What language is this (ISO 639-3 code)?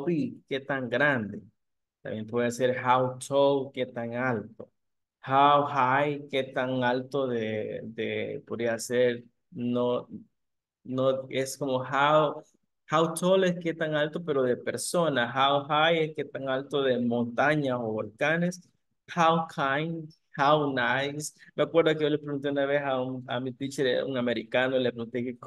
spa